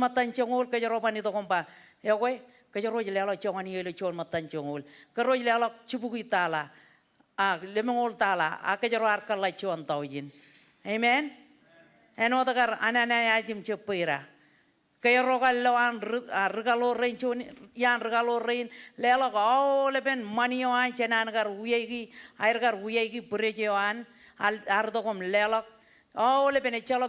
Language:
Marshallese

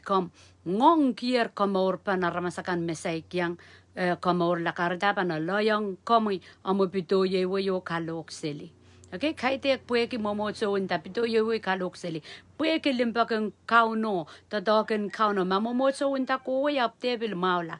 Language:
Pohnpeian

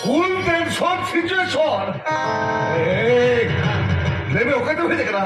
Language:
Santali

